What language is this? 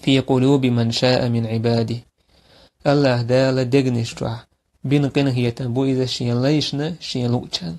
Chechen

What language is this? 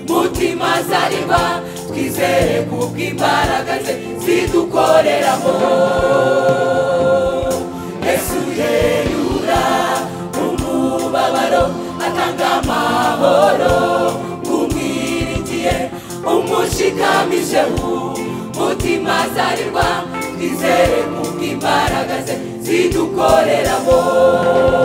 Kinyarwanda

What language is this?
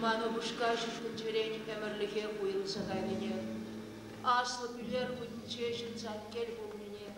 Chuvash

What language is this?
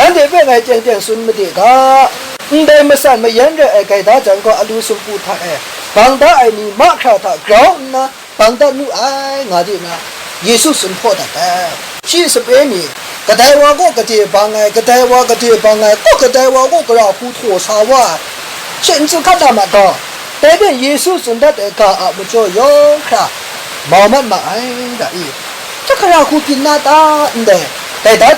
Kachin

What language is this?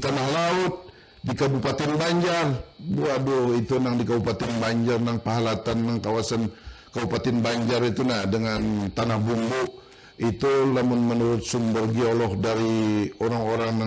Banjar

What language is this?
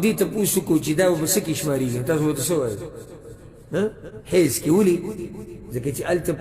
Pashto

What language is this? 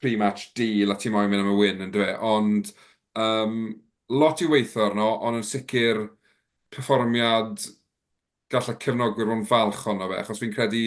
Welsh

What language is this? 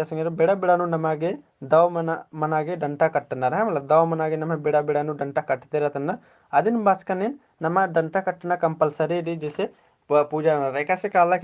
Kurukh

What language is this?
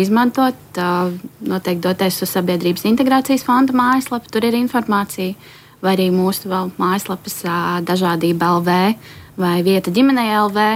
Latvian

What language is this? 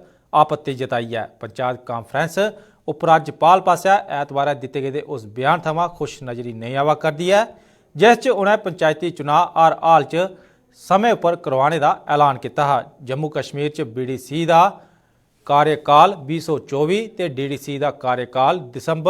Dogri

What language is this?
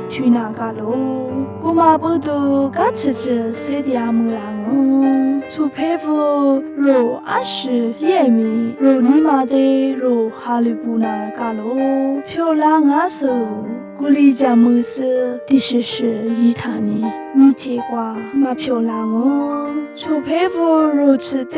Lisu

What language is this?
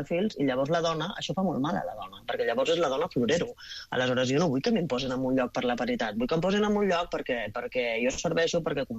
Catalan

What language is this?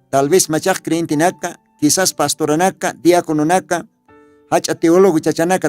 Aymara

